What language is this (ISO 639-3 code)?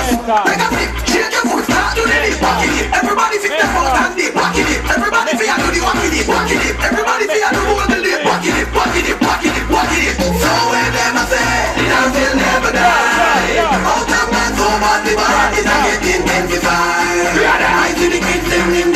jam